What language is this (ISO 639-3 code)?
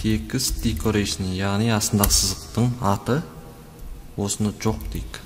kaz